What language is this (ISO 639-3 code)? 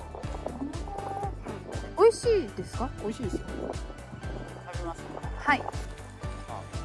jpn